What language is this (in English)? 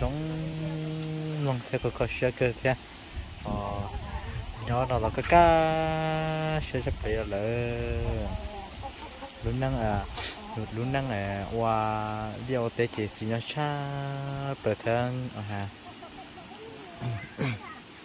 Vietnamese